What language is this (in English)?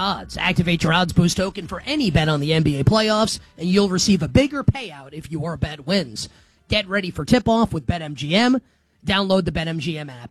English